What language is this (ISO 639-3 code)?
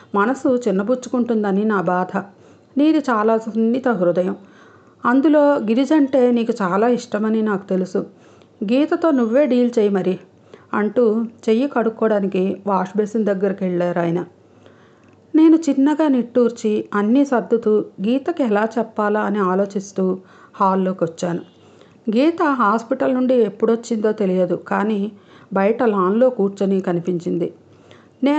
tel